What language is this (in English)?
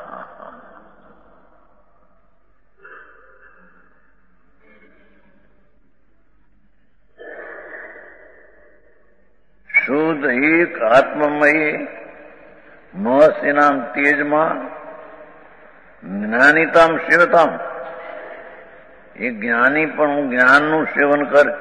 Gujarati